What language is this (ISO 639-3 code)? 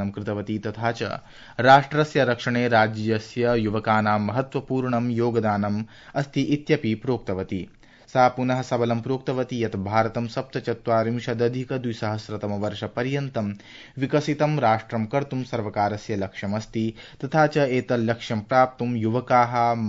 san